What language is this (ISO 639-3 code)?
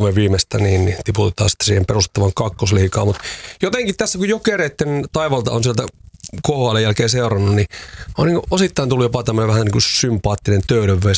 fin